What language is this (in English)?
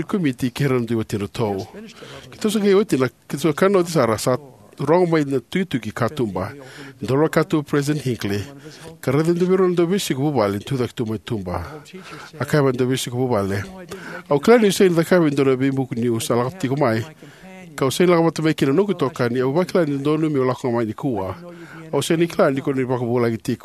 Fijian